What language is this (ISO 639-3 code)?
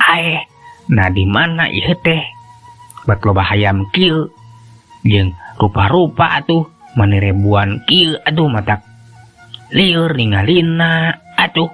sun